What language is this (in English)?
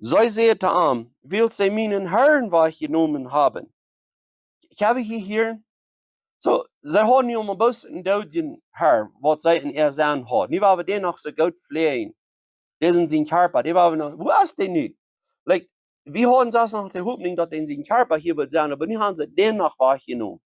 Plautdietsch